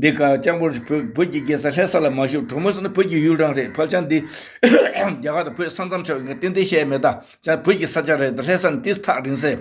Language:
Tibetan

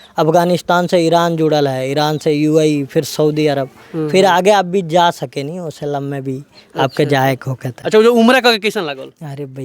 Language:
Bhojpuri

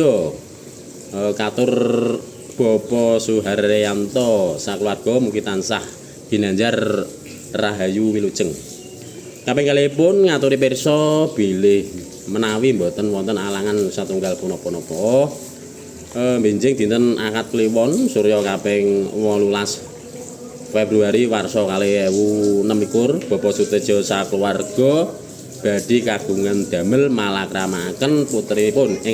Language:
Javanese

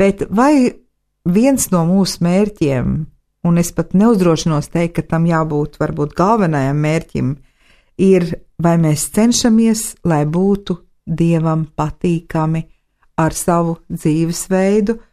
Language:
Latvian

